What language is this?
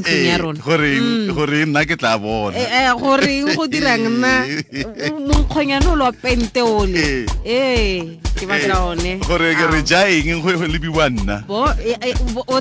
Tswana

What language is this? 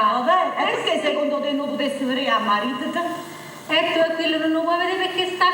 Neapolitan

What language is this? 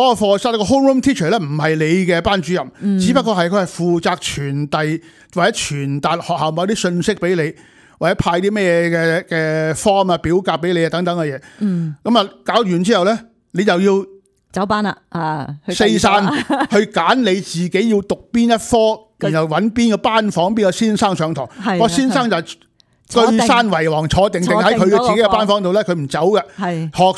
Cantonese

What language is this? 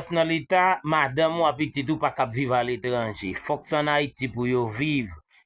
Haitian Creole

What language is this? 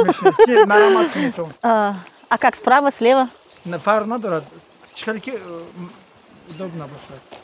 Tajik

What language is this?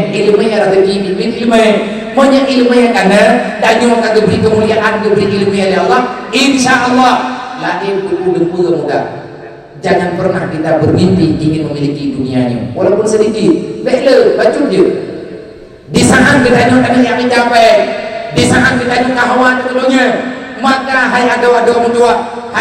Achinese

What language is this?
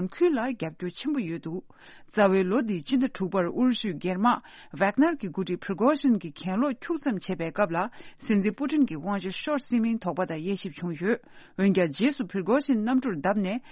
Tibetan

